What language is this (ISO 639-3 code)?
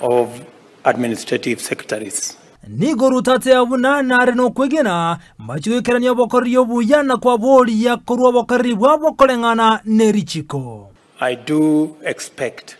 guz